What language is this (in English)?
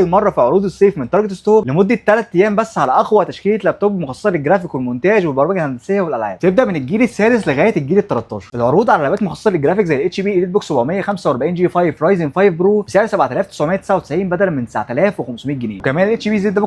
Egyptian Arabic